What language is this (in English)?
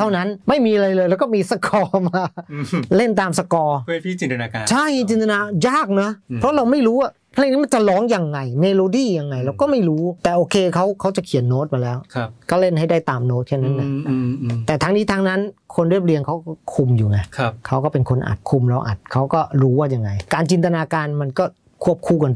Thai